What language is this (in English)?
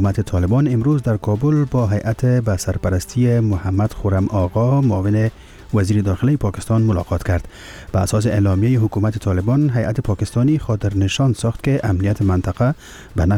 Persian